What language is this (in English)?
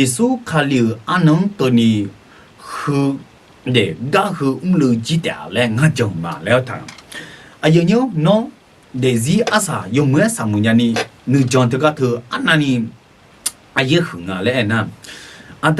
Akha